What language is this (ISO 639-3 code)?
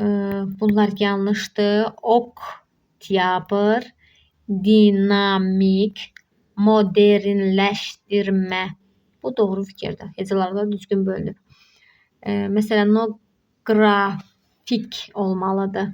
aze